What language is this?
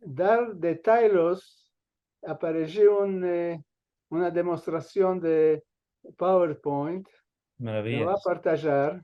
Ladino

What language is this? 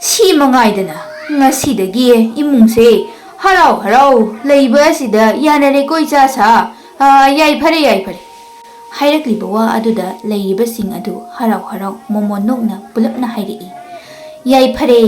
Manipuri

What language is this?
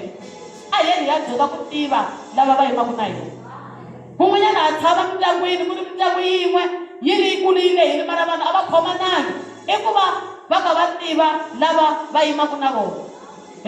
Tsonga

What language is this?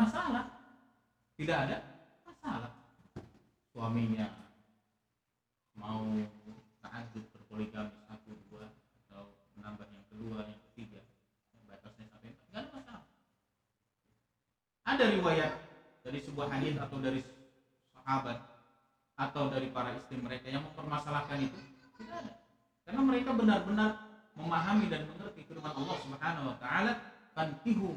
Indonesian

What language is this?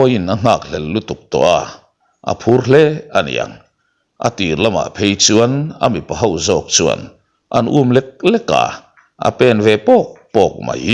Mizo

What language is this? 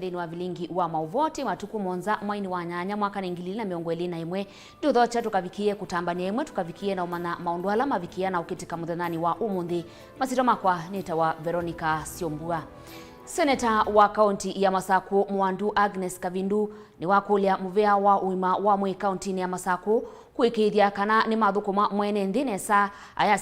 Kamba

